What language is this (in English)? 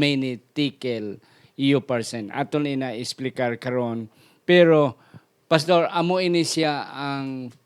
Hiligaynon